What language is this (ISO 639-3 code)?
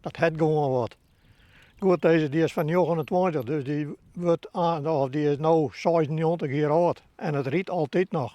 fry